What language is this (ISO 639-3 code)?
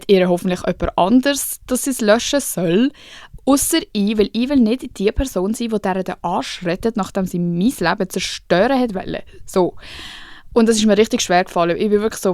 gsw